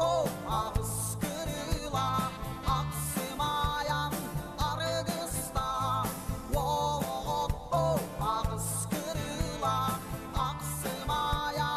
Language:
Yakut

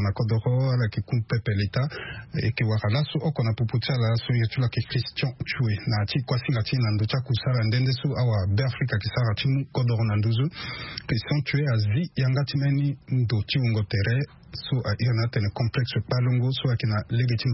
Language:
Sango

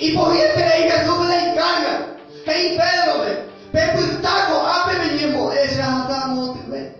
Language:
Guarani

